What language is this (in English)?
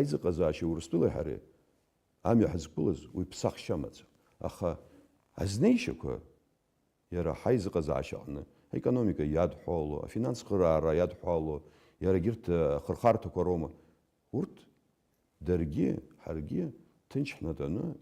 Abkhazian